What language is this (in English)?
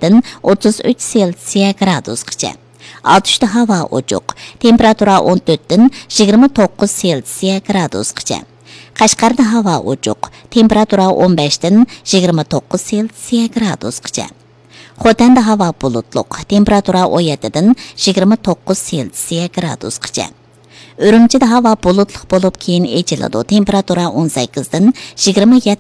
Uyghur